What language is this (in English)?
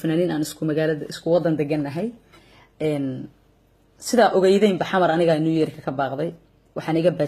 Somali